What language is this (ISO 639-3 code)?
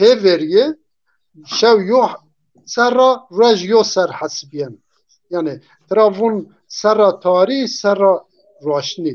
zza